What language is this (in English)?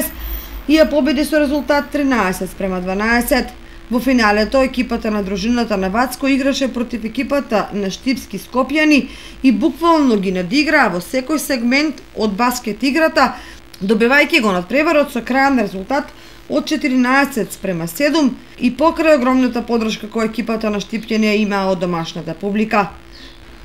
Macedonian